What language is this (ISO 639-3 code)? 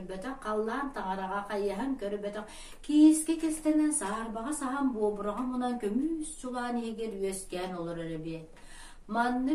sah